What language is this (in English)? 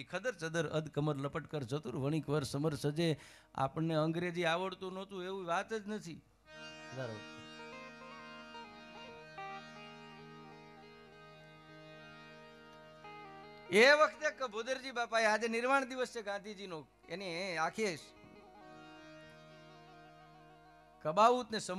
Gujarati